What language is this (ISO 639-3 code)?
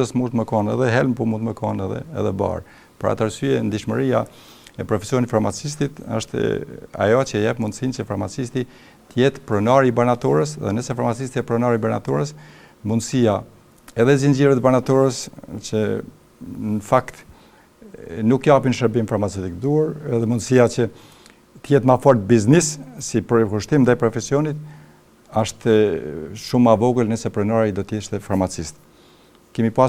sqi